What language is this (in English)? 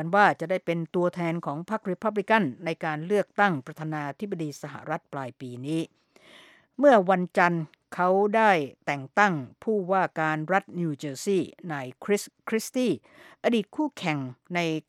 Thai